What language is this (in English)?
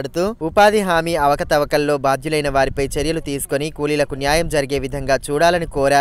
Telugu